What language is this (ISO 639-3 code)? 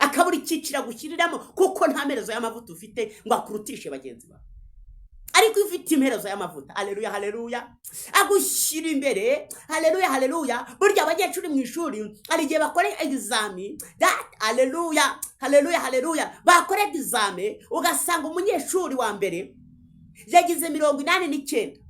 kin